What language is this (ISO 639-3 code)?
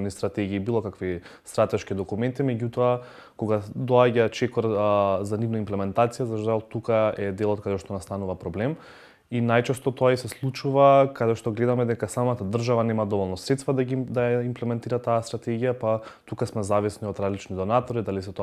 mkd